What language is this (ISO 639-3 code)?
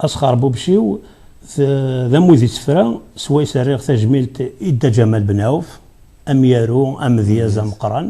kab